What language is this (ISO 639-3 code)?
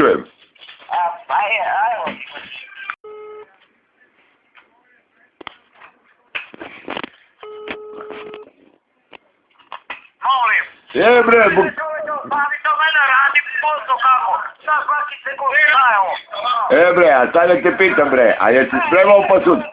bos